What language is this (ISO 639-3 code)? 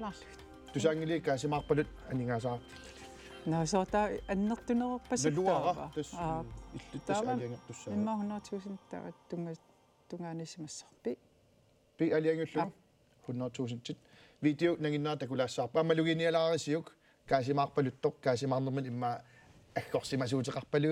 kal